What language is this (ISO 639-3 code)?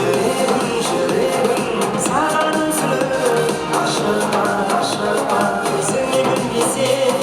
kaa